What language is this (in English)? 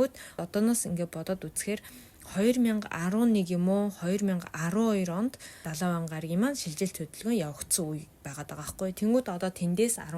Mongolian